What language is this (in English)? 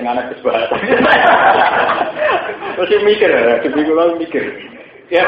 Indonesian